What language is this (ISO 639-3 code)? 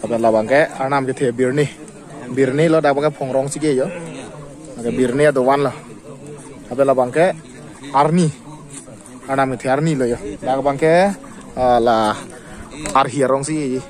mjw